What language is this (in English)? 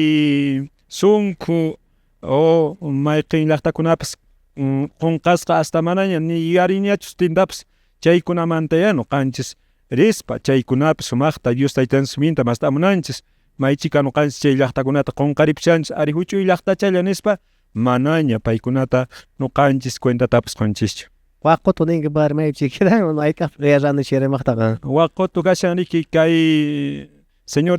Quechua